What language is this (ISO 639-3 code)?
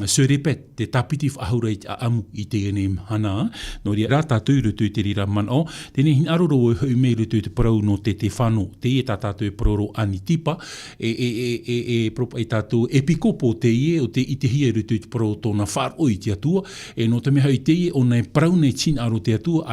tah